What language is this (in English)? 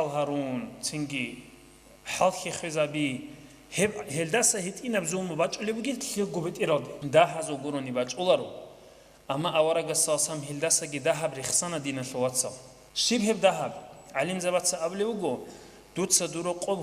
Avaric